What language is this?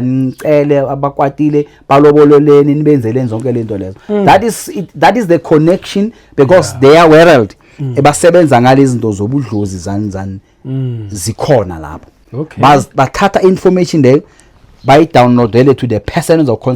Zulu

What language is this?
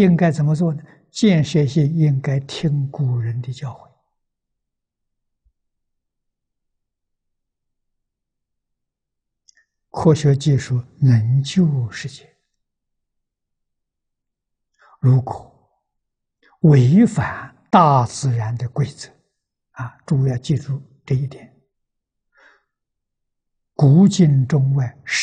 Chinese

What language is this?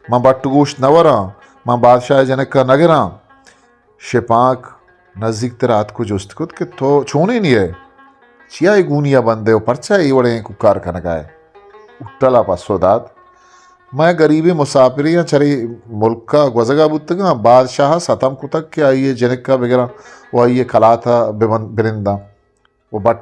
Eastern Balochi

